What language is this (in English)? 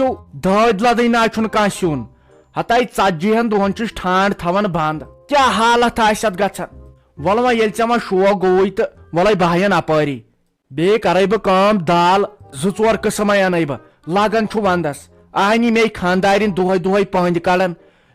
Kashmiri